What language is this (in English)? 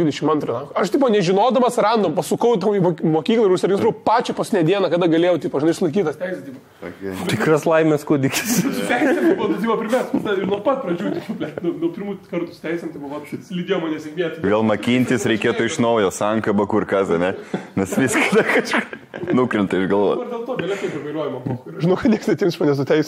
Lithuanian